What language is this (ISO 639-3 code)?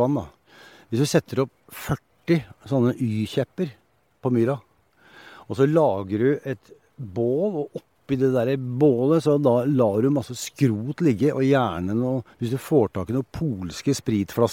nor